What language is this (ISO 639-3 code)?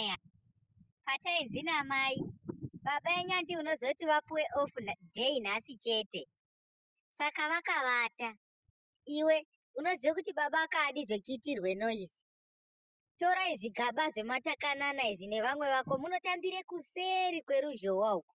sna